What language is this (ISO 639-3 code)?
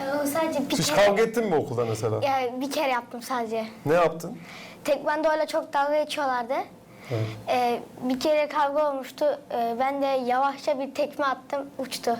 gag